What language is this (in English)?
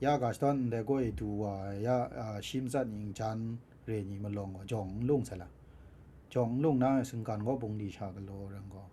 Kachin